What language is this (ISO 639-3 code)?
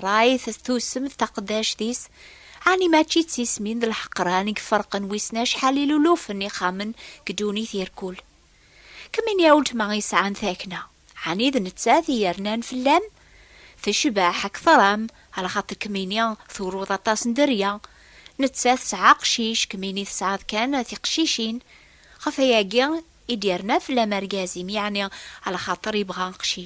kab